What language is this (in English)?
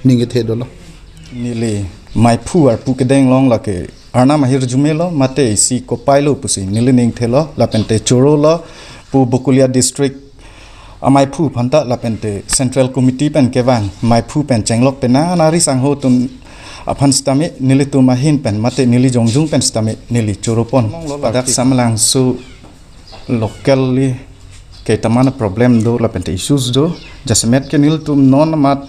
Karbi